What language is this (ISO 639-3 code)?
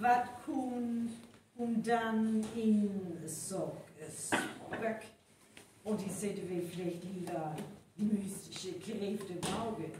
frr